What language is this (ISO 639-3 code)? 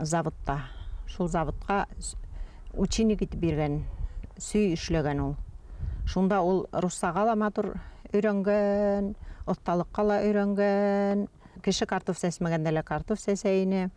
bak